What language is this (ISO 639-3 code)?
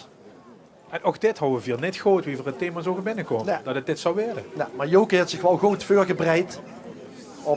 lim